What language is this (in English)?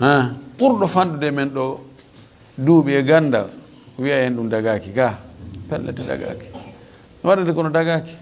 Fula